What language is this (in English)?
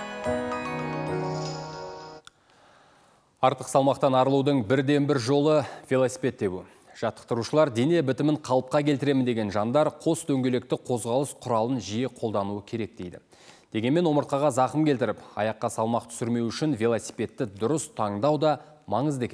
Kazakh